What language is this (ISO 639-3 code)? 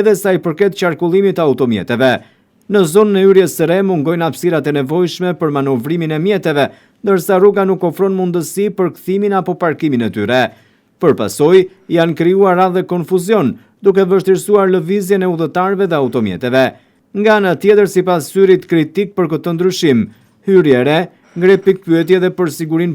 sqi